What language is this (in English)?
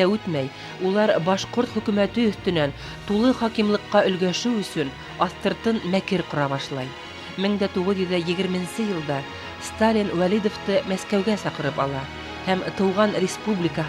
Bashkir